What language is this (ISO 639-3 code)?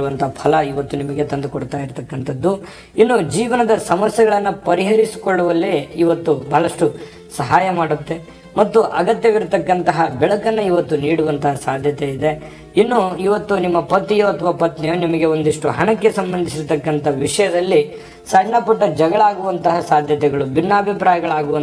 kan